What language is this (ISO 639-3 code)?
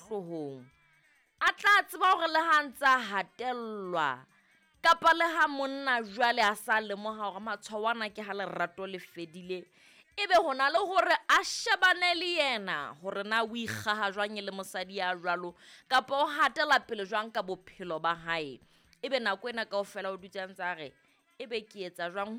sot